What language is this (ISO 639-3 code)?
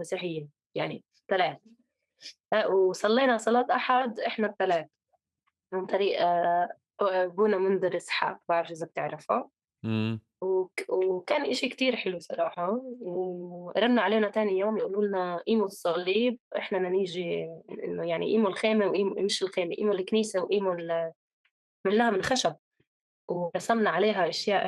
apc